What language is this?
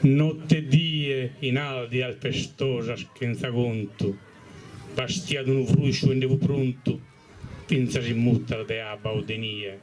Sardinian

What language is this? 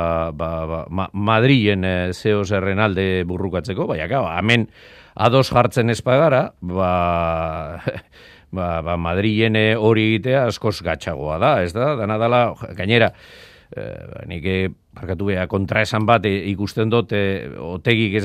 Basque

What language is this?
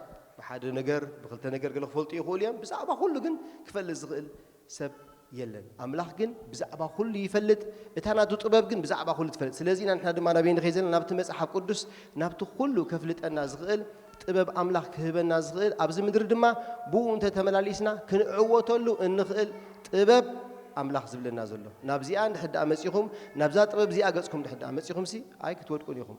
Tigrinya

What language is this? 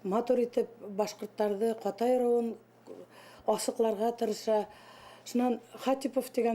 Bashkir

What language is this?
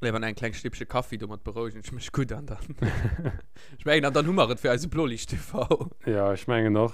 Luxembourgish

